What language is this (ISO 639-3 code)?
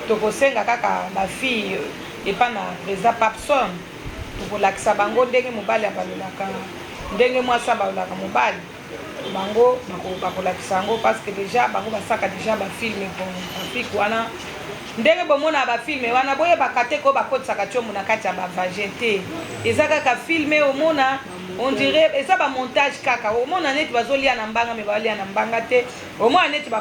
lin